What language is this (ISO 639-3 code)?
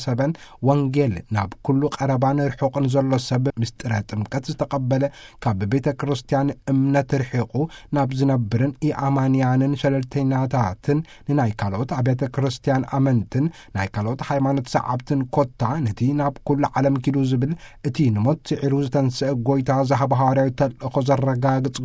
tir